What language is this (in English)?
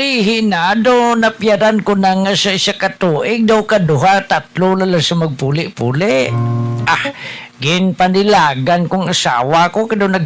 Hiligaynon